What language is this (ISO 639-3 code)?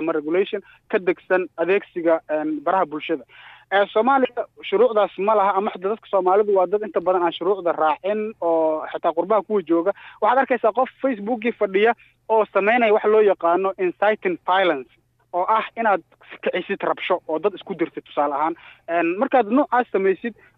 som